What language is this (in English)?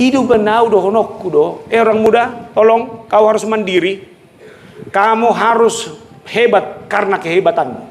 Batak Toba